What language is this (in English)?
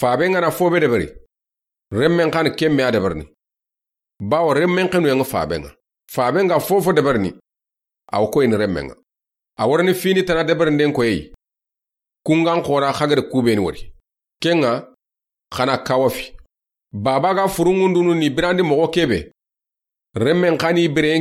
Soninke